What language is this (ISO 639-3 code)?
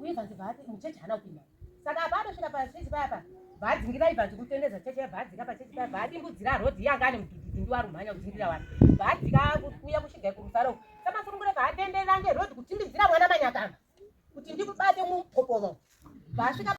sna